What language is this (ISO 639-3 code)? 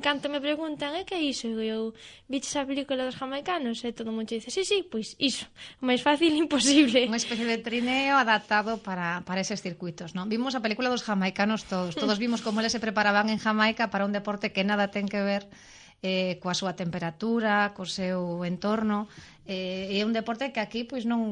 glg